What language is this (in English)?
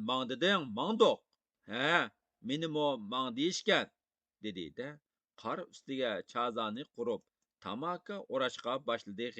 Uyghur